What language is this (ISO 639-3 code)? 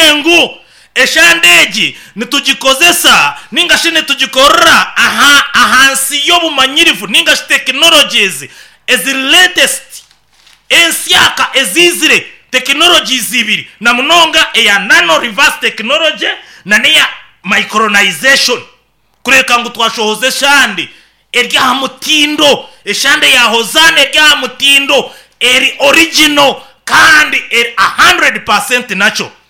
nyn